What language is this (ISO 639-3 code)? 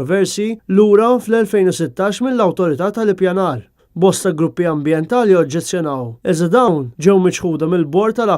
mlt